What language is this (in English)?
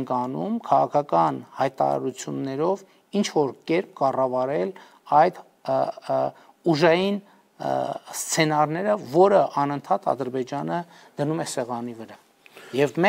Armenian